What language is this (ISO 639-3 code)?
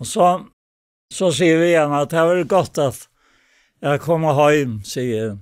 fao